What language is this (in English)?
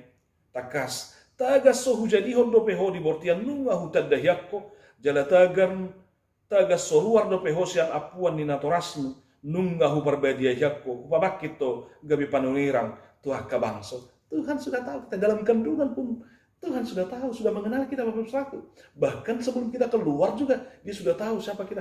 Batak Toba